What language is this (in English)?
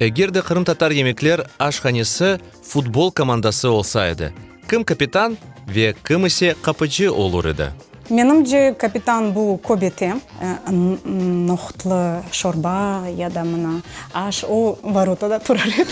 Crimean Tatar